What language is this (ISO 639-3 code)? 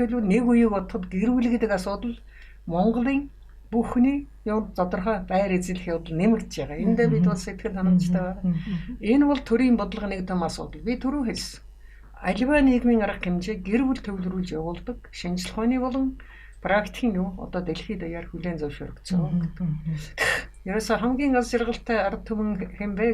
mon